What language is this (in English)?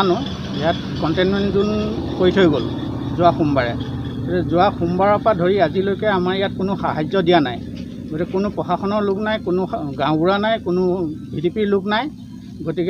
Assamese